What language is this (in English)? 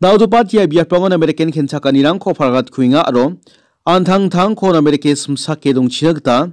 Garo